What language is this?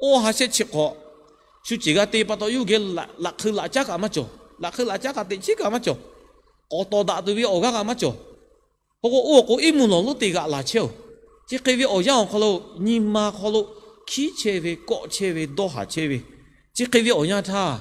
Lahu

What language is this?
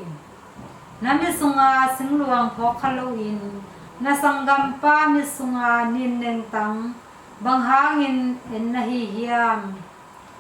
Tedim Chin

